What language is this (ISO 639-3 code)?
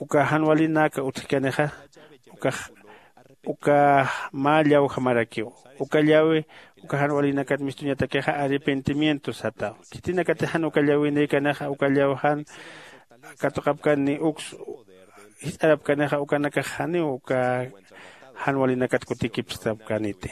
aym